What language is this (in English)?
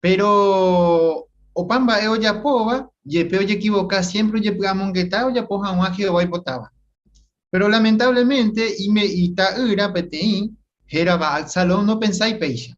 Guarani